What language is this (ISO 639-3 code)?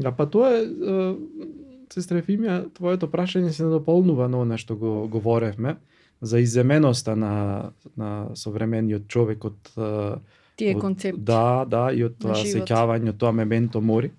mkd